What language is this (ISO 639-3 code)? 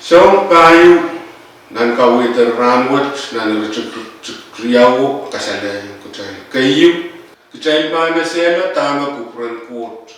pon